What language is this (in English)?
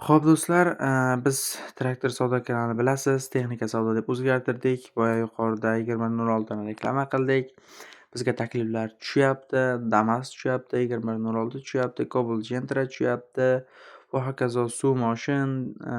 Uzbek